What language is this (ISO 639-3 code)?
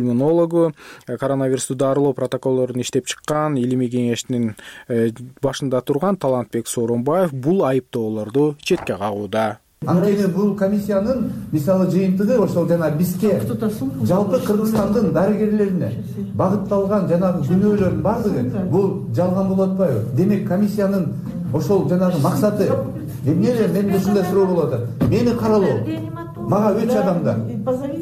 kir